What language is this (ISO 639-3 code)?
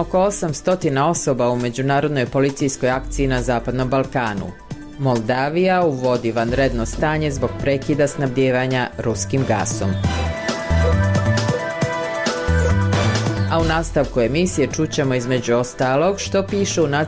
srp